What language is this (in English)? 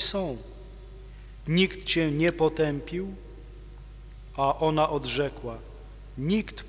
Polish